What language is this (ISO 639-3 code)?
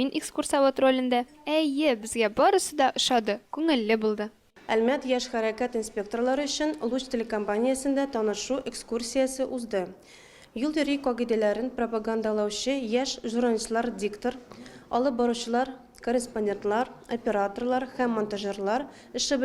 tat